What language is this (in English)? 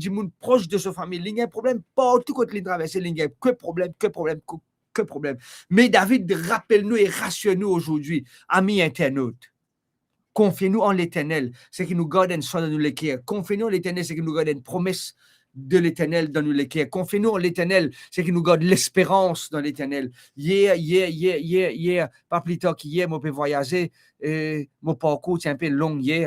Morisyen